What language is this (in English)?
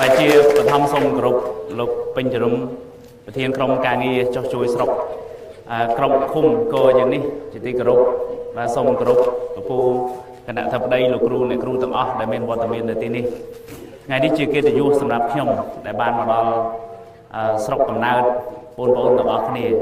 Khmer